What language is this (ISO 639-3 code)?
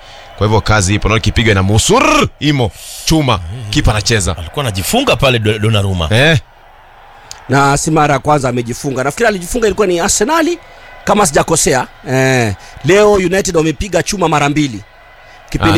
swa